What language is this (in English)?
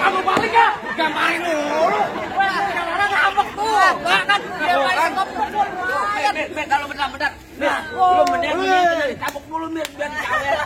Betawi